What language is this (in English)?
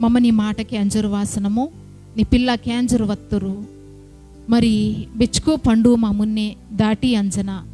Koya